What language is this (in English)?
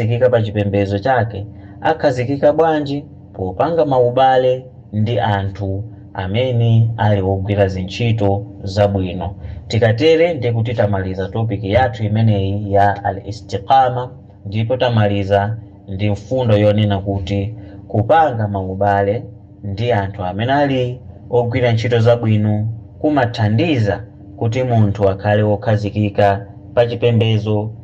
Nyanja